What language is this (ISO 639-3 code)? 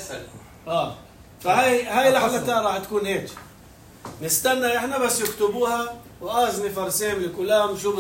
apc